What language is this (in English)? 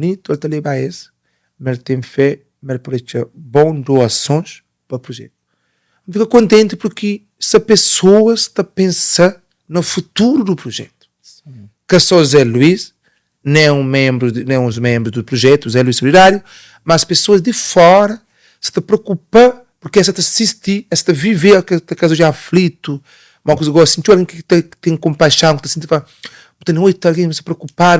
Kabuverdianu